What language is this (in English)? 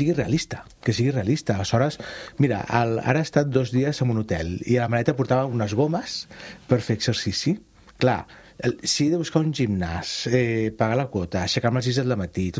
Catalan